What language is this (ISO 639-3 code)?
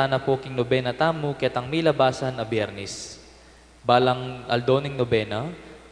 pam